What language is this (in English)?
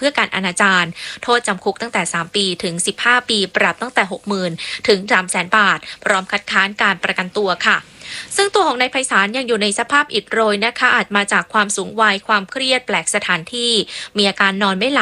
Thai